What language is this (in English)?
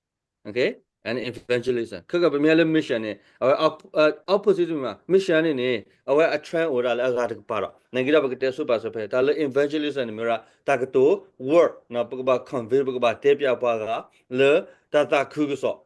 S'gaw Karen